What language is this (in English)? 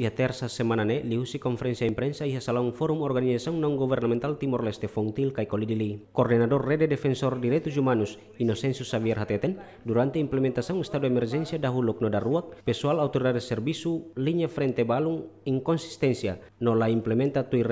Tetum